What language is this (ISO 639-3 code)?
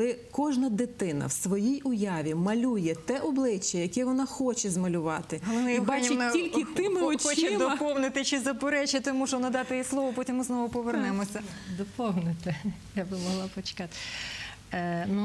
ukr